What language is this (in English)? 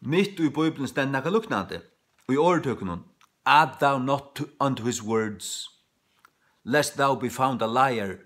Faroese